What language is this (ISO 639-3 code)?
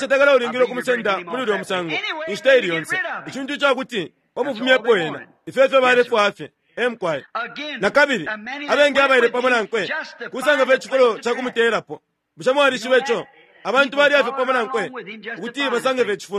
bem